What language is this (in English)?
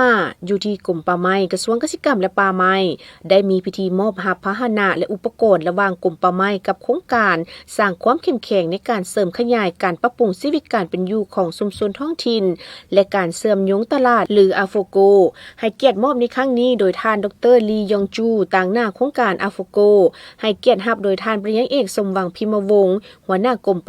Lao